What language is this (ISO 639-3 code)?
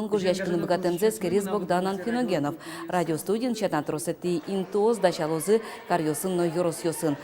udm